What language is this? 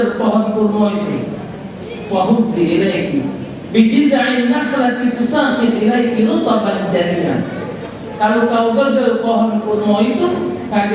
Musi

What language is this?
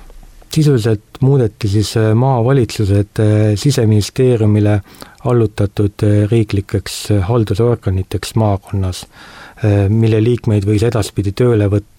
Estonian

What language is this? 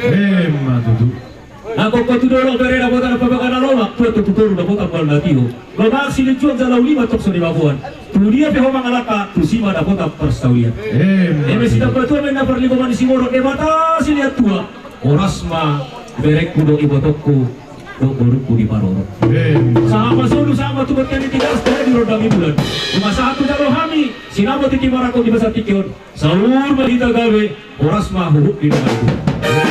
Batak Toba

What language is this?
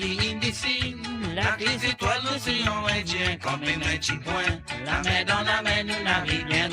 Morisyen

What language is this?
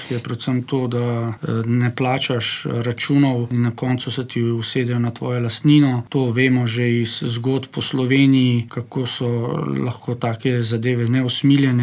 Slovenian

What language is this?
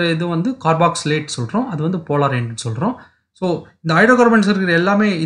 Tamil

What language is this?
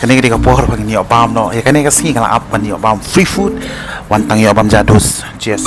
Khasi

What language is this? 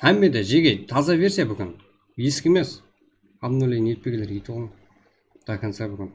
Kara-Kalpak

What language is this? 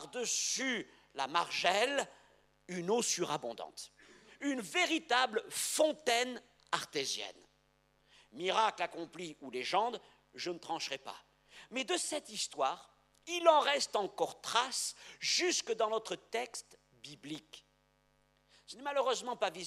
French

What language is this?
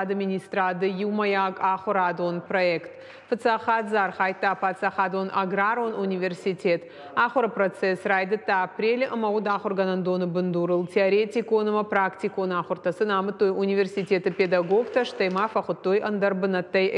Ossetic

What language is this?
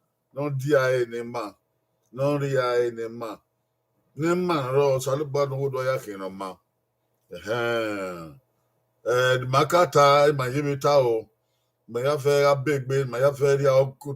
Bini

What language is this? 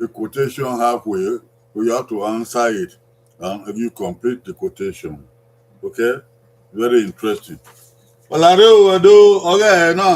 Bini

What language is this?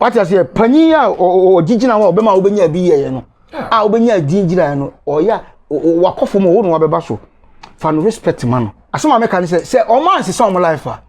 Akan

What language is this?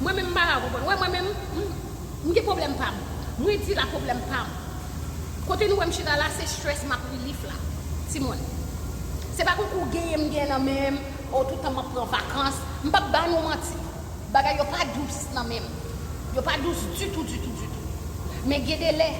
Haitian Creole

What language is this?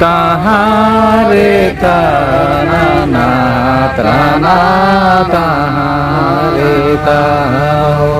Santali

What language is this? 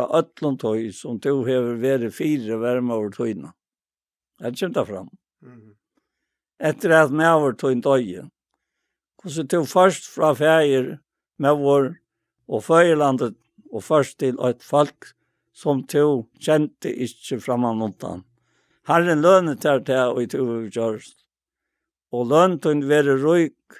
Faroese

